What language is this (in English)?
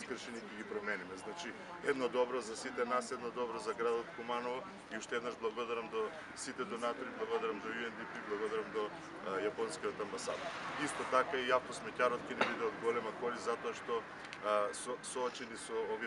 Macedonian